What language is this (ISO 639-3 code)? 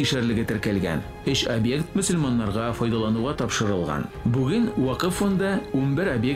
tat